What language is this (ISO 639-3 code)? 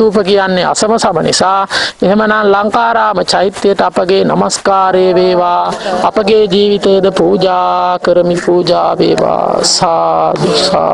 sin